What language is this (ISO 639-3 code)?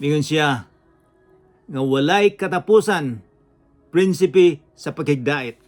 ceb